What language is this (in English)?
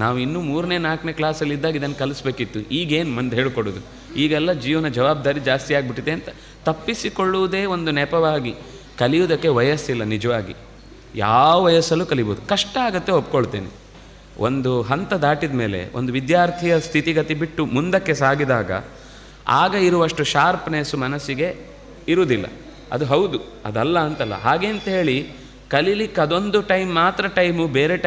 Kannada